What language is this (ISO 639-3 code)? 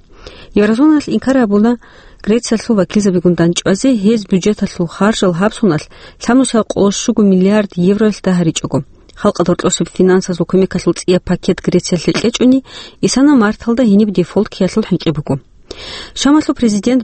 ava